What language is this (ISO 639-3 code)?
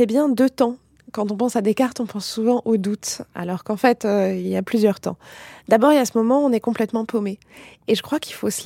fra